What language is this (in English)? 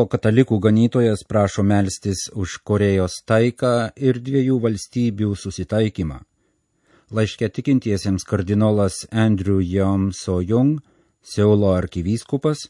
Lithuanian